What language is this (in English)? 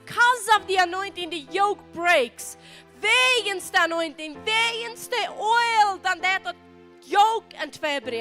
Plautdietsch